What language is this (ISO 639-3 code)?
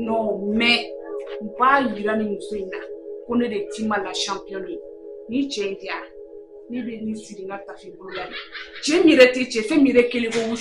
bam